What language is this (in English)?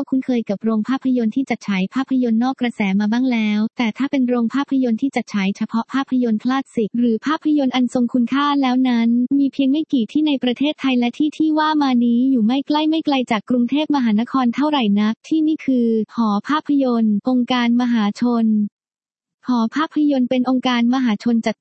Thai